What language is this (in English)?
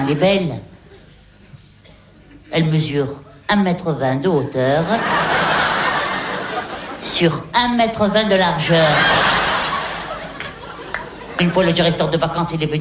French